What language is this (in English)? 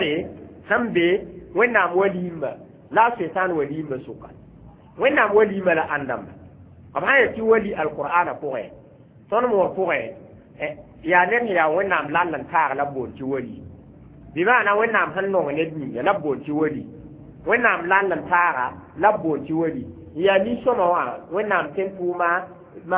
Mossi